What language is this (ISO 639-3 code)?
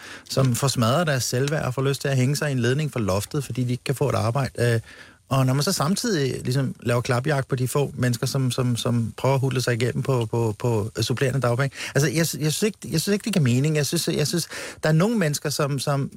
dan